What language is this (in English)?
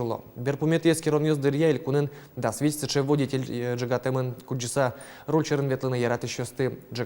Udmurt